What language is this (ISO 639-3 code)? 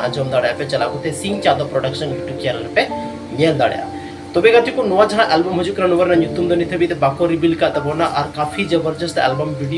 sat